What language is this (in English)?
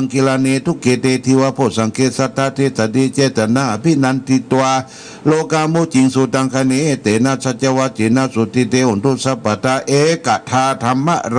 Pali